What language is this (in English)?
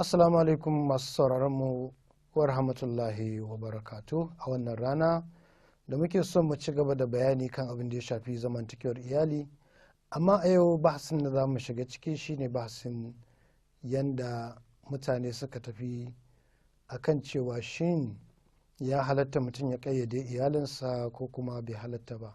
Hausa